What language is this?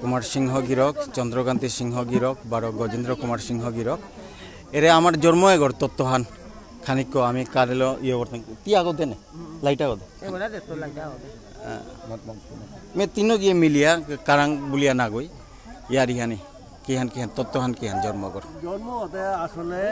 Bishnupriya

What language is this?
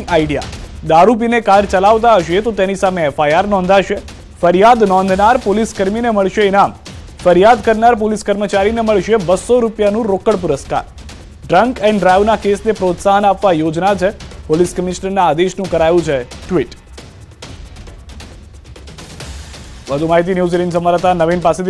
Gujarati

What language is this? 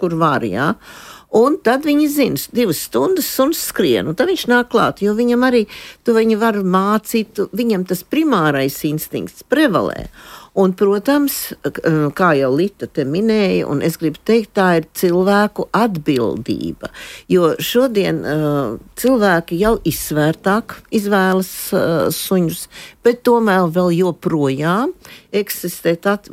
Latvian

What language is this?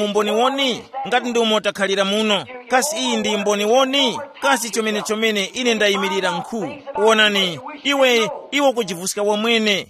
Tumbuka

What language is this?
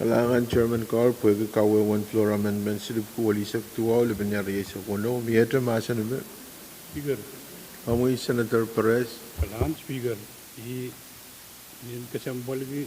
Pohnpeian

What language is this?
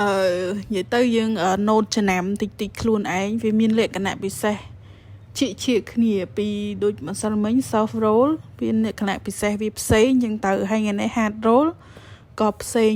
Khmer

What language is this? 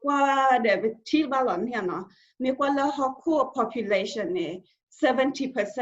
S'gaw Karen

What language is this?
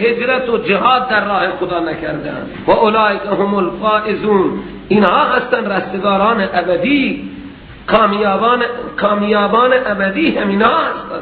Persian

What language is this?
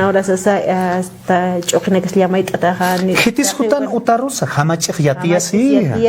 Aymara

